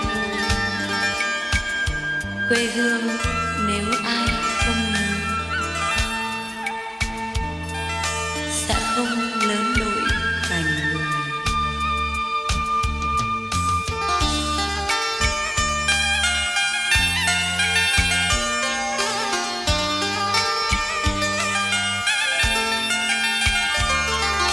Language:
Vietnamese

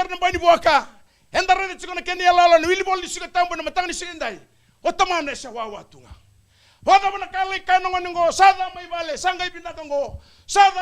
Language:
Fijian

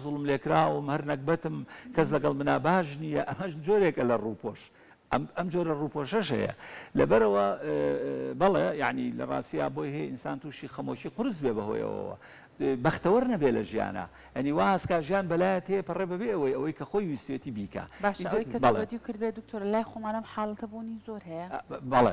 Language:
Central Kurdish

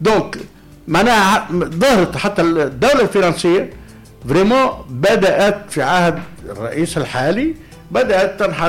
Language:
Tunisian Arabic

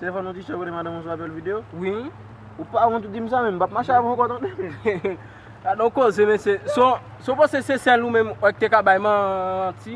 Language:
Haitian Creole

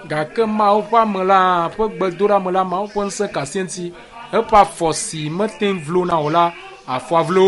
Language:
Ewe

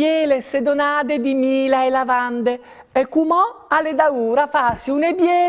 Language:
Friulian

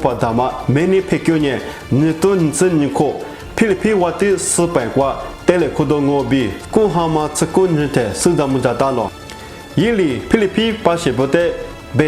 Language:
Lisu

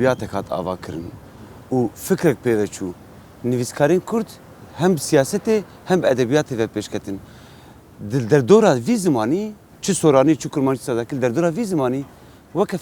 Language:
Kurdish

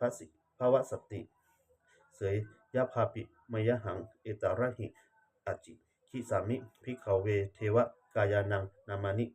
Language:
Pali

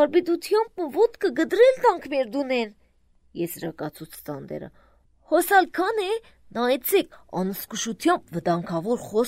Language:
Armenian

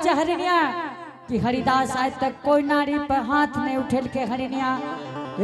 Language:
Angika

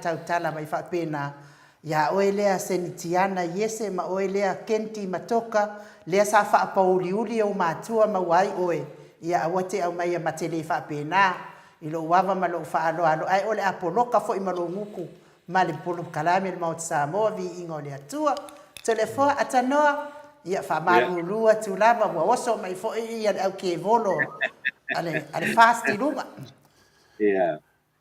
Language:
Samoan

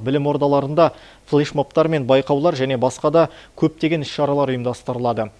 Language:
Kazakh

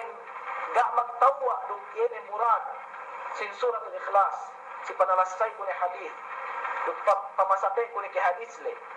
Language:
Yakan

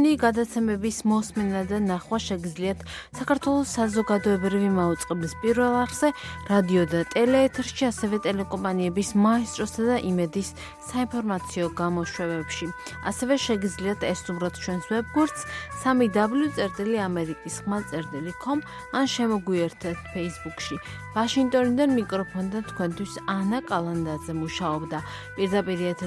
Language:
Georgian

